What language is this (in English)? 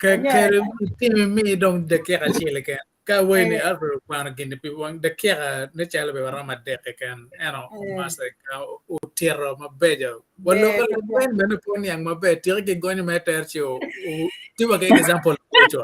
Acoli